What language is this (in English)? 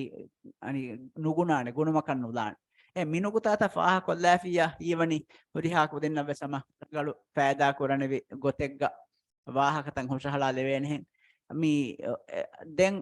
Divehi